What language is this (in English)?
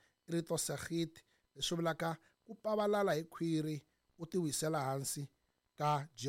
Tsonga